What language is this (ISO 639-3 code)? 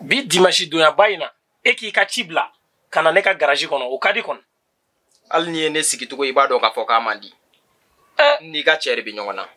bam